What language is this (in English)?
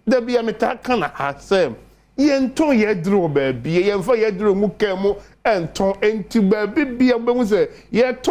Akan